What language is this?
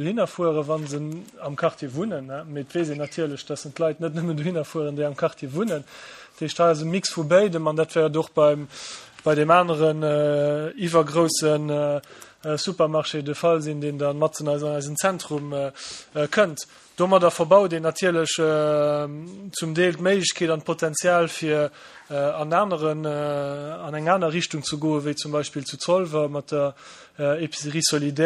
Luxembourgish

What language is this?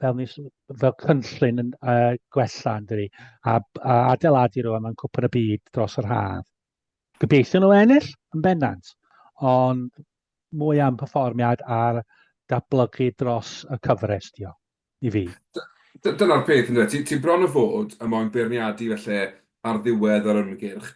Welsh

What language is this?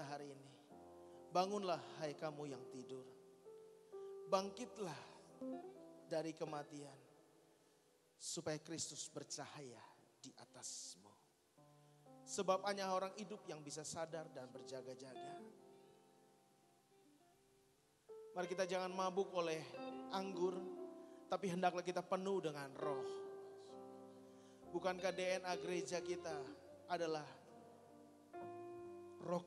Indonesian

